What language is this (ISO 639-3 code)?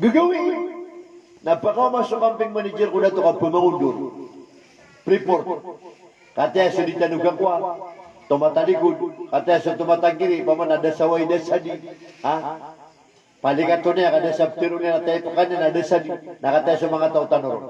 mrw